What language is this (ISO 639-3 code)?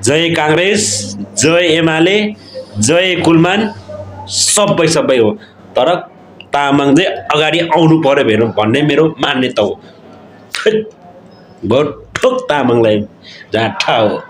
nep